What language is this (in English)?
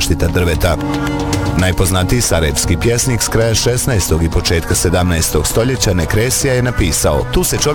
Bosnian